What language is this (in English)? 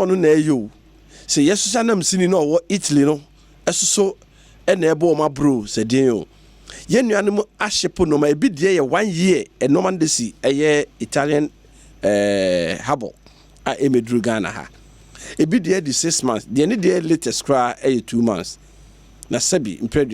Akan